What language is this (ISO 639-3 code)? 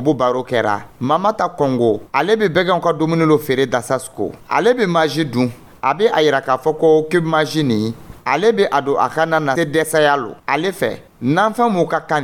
dyu